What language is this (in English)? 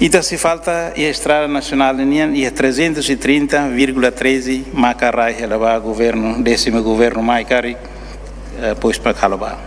Tetum